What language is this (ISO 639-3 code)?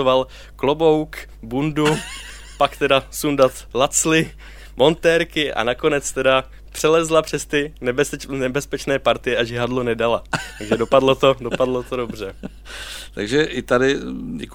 ces